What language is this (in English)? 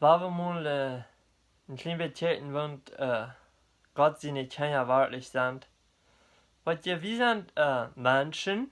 Plautdietsch